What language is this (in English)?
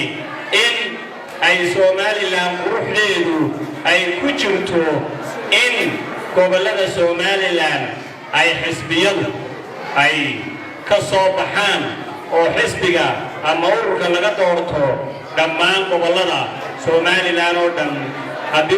Somali